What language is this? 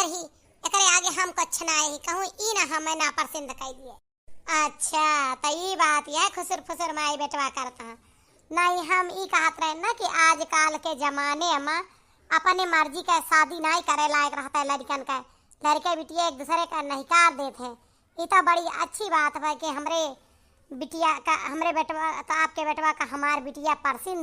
Awadhi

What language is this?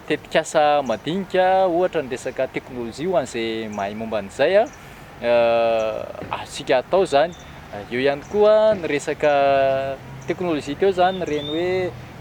Malagasy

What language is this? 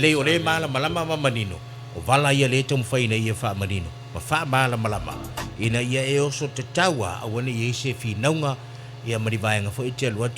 Samoan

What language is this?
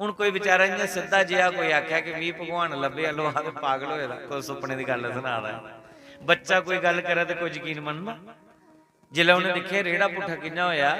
Dogri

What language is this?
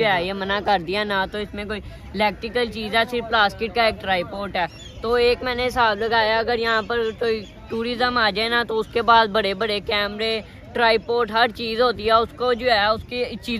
Hindi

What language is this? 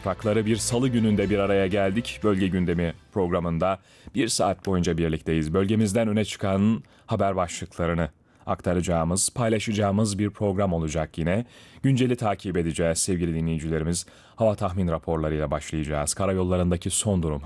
Turkish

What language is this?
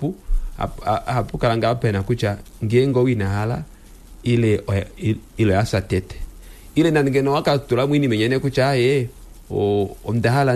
Kuanyama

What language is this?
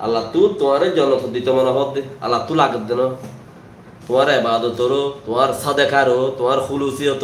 Rohingya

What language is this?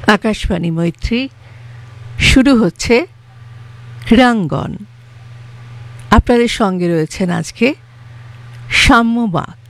Bangla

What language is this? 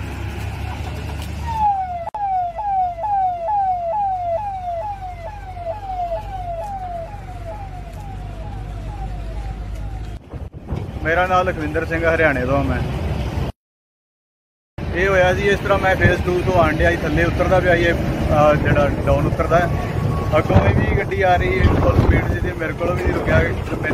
Punjabi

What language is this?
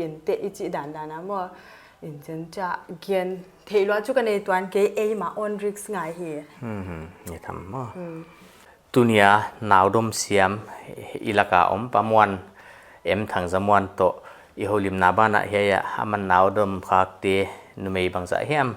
Paite Chin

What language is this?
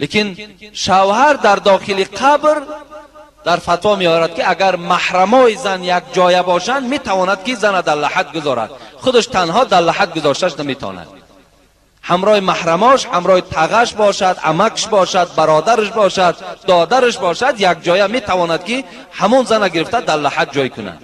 Tajik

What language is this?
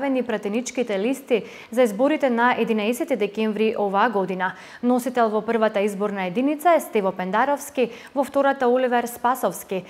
Macedonian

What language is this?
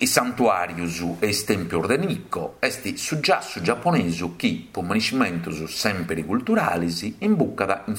Sardinian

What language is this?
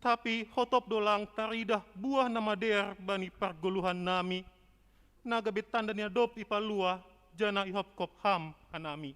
Batak Simalungun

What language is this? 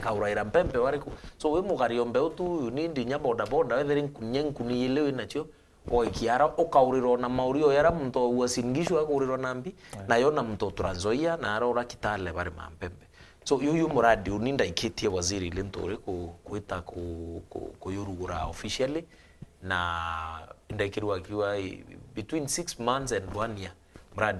Meru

